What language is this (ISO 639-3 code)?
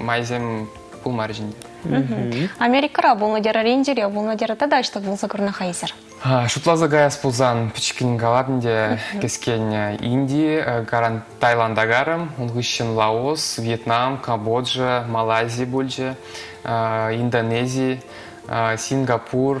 chv